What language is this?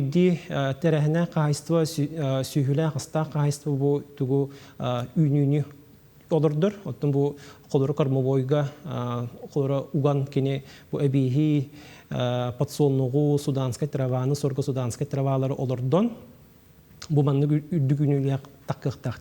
Yakut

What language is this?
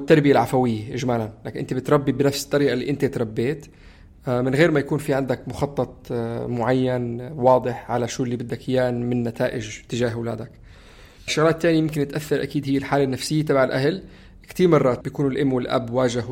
North Levantine Arabic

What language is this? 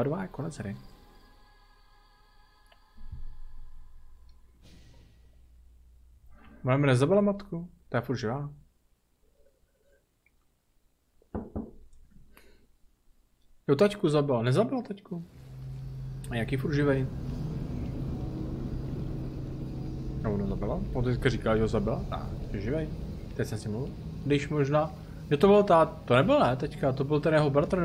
Czech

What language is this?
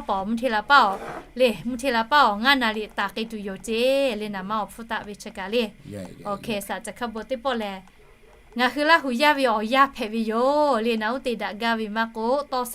Lahu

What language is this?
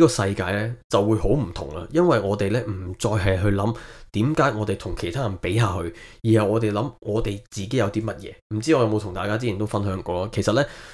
Cantonese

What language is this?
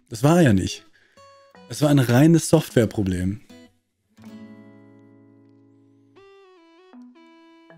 German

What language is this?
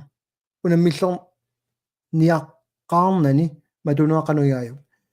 Kalaallisut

